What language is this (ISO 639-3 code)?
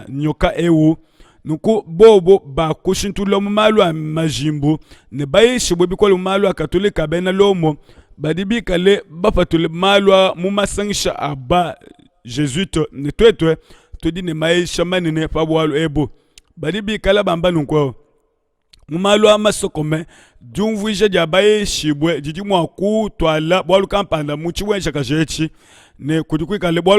lua